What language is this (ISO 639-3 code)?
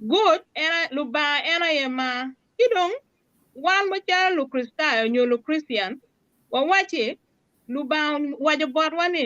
ach